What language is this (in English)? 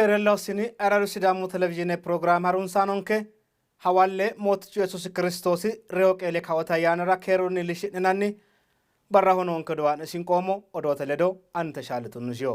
Sidamo